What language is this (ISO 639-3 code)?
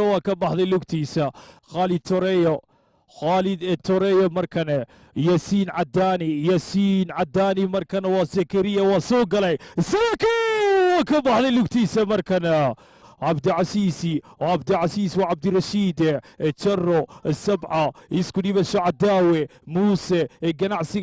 som